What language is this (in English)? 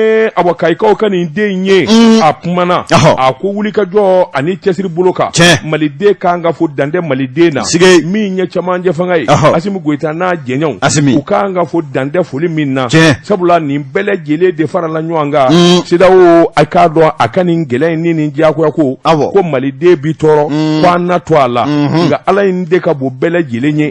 Bambara